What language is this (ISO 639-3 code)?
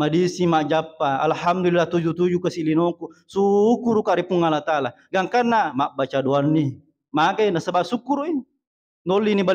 bug